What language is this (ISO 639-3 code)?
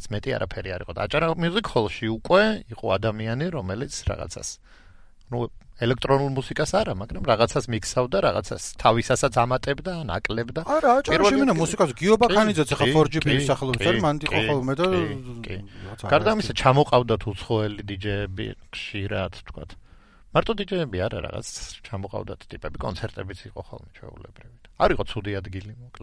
kat